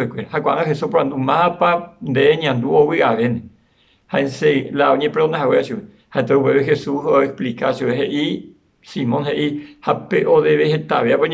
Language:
Guarani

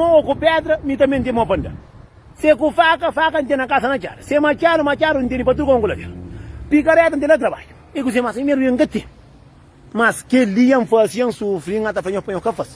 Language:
Kabuverdianu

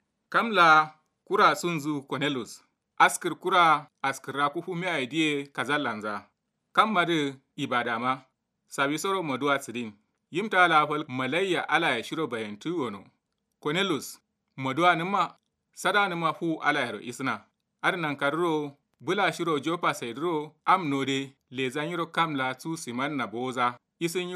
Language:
Kanuri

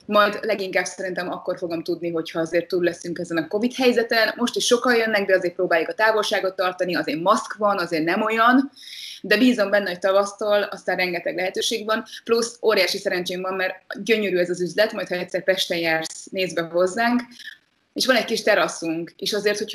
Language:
Hungarian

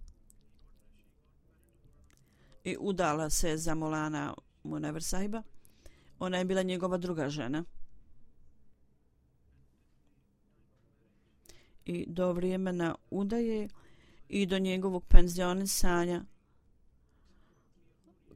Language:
Bosnian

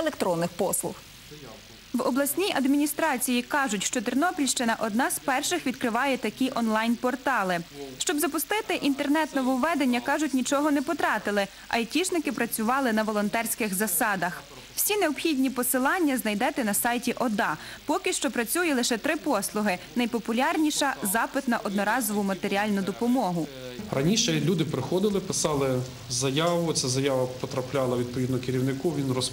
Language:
Ukrainian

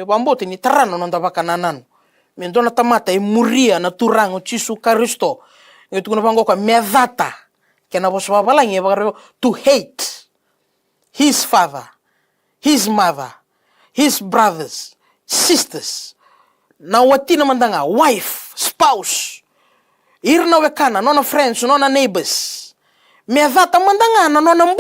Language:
Fijian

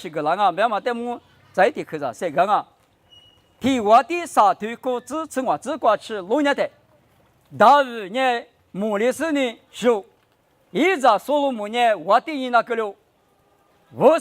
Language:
Lisu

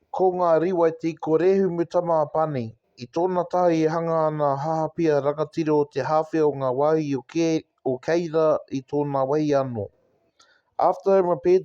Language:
Māori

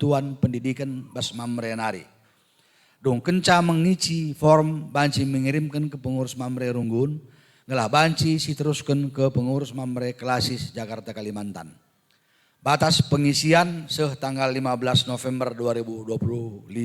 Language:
Batak Karo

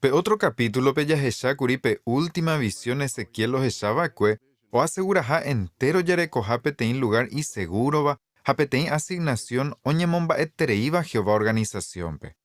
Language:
Guarani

